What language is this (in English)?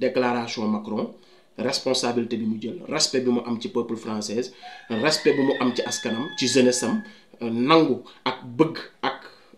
Wolof